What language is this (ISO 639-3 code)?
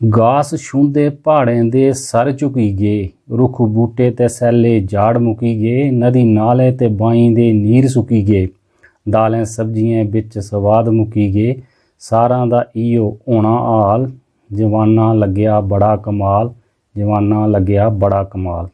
doi